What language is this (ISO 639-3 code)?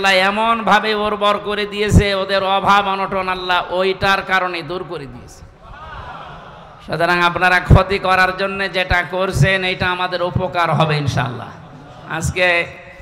ben